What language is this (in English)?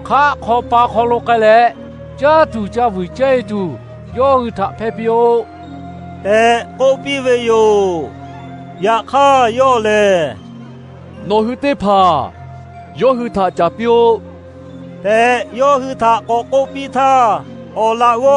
Lahu